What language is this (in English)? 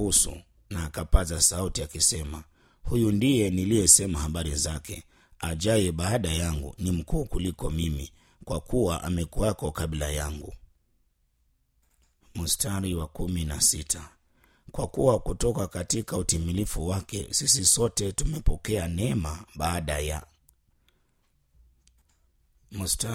Swahili